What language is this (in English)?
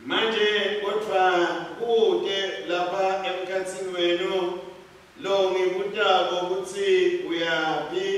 Swati